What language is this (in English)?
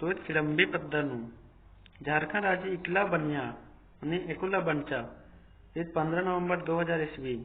Kurukh